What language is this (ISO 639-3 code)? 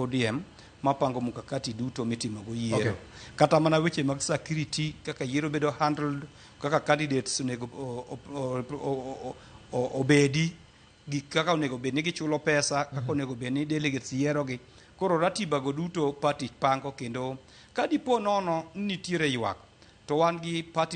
luo